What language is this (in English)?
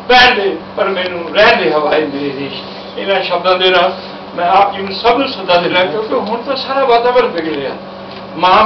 Punjabi